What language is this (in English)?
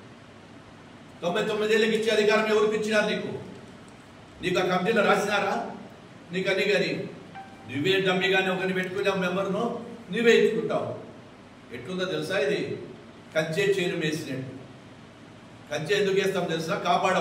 Telugu